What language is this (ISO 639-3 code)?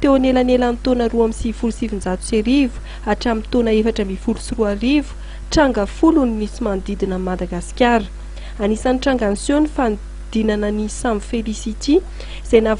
mlg